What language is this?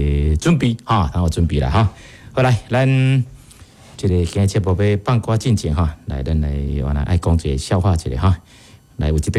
Min Nan Chinese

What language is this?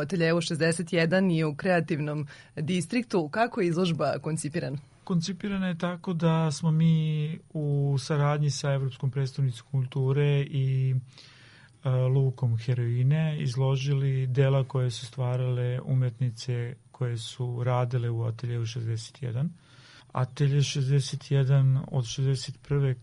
Serbian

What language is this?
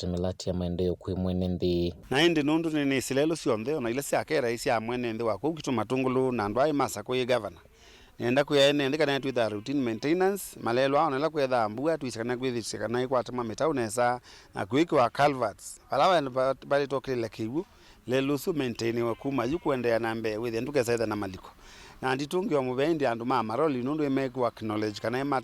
Kamba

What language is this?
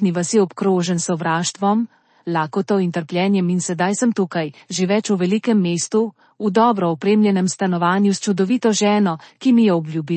Slovenian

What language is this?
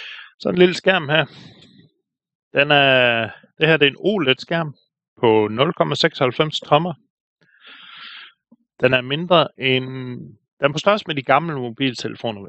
Danish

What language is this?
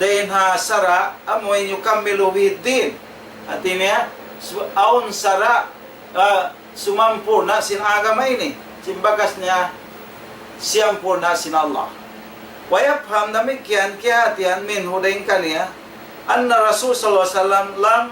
Tausug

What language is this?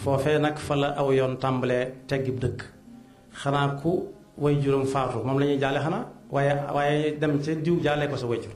Wolof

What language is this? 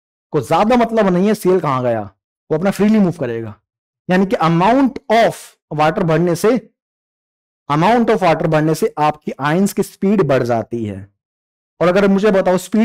Hindi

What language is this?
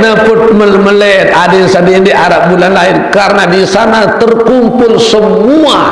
Sasak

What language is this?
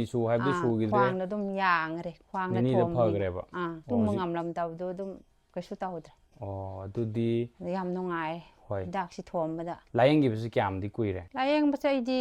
Manipuri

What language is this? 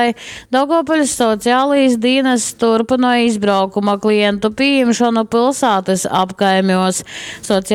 Latgalian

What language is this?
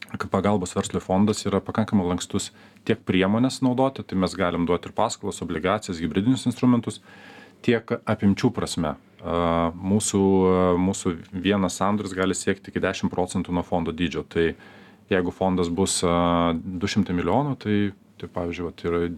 Lithuanian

